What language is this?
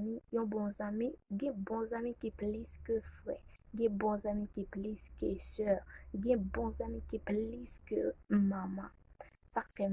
Haitian Creole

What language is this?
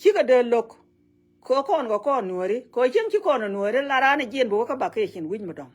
Nuer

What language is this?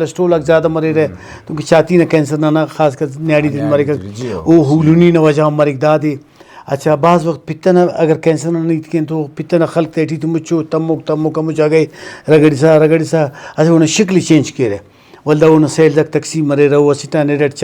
Brahui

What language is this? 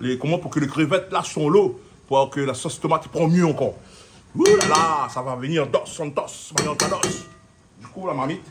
Réunion Creole French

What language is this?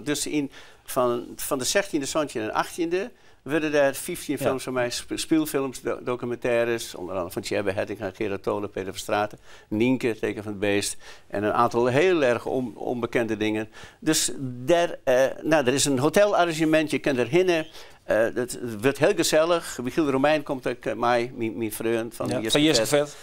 Western Frisian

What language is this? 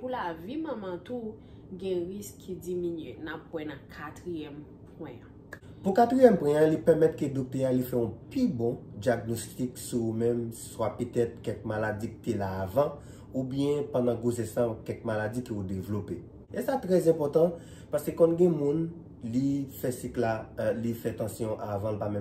Haitian Creole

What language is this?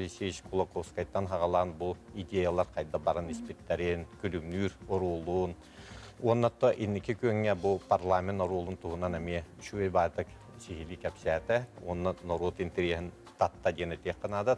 Yakut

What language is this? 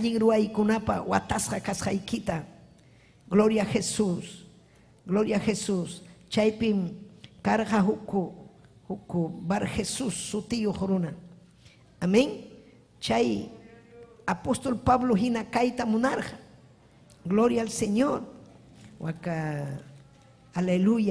Ayacucho Quechua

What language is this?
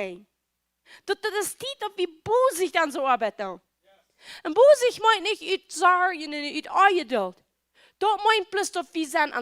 Plautdietsch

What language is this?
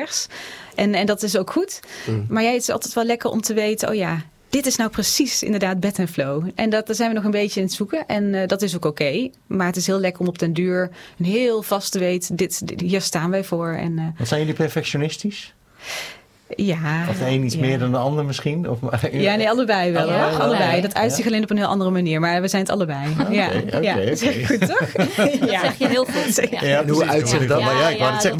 Dutch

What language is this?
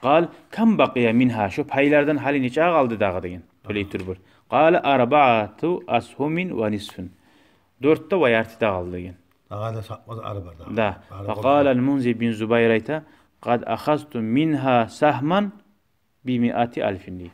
Kumyk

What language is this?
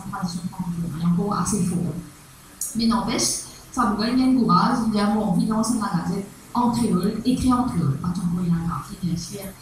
Morisyen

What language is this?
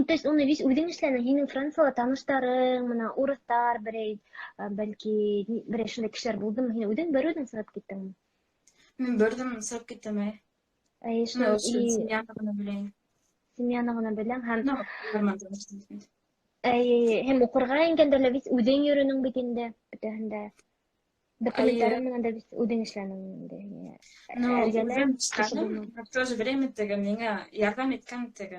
Bashkir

